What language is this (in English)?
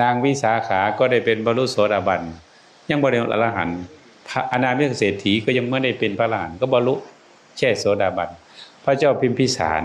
Northeastern Thai